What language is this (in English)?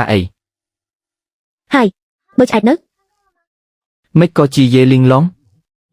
Khmer